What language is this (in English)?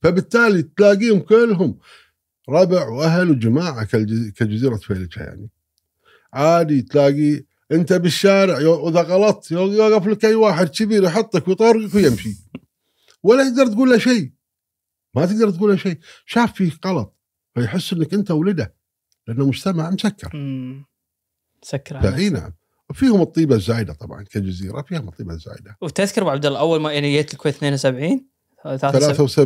Gulf Arabic